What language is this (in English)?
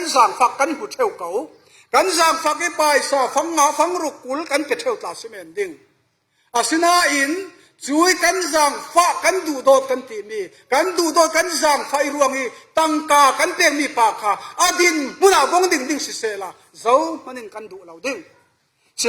Falam Chin